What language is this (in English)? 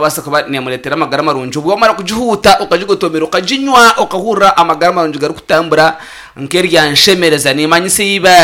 Nyankole